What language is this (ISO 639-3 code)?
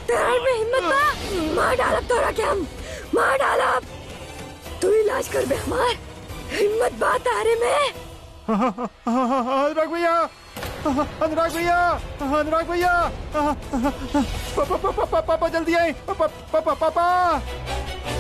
bho